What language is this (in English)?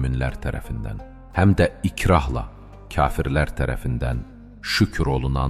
Azerbaijani